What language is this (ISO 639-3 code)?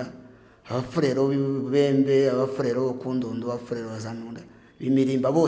kin